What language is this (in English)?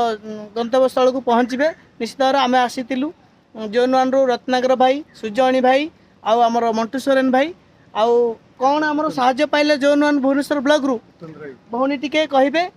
Odia